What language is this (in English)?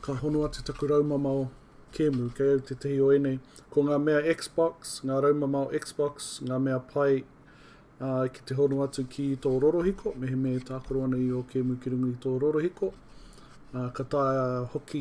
Māori